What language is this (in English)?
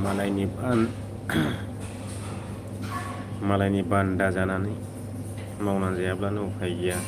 Bodo